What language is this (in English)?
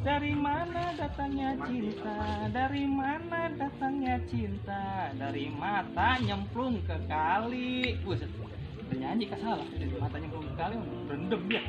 Betawi